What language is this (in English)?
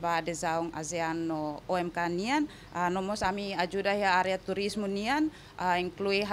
Tetum